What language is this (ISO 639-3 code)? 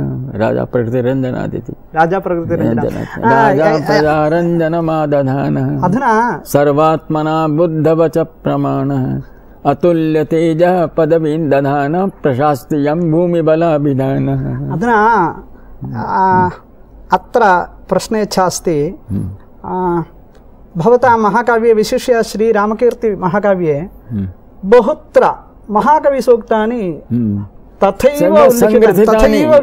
san